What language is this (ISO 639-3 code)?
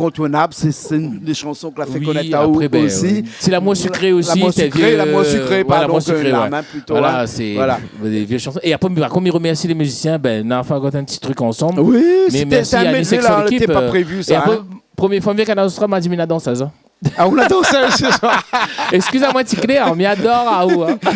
rcf